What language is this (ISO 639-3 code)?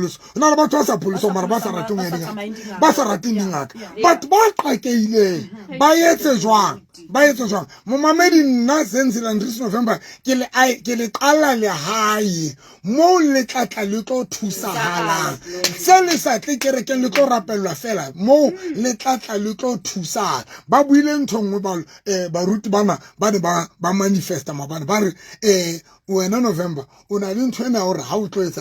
sot